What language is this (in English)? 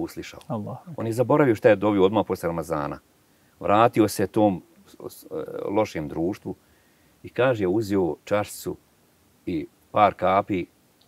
Bosnian